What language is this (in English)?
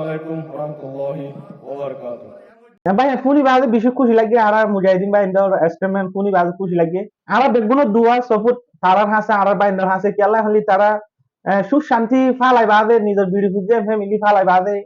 Rohingya